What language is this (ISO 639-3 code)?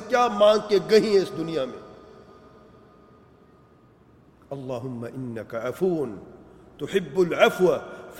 urd